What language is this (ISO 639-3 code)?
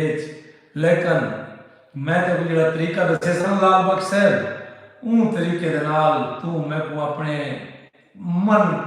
skr